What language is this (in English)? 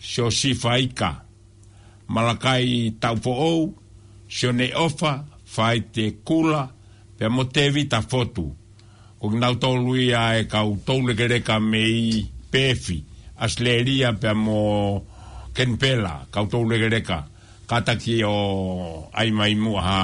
Tongan